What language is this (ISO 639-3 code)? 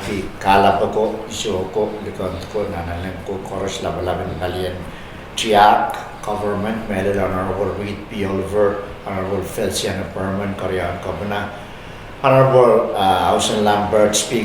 pon